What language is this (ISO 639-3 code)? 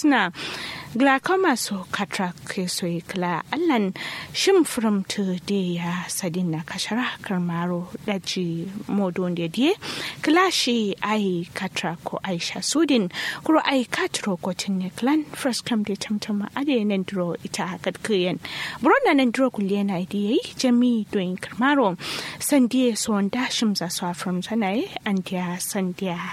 kau